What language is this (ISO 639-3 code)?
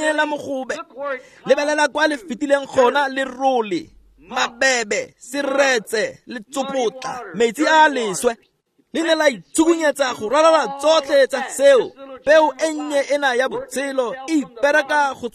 tsn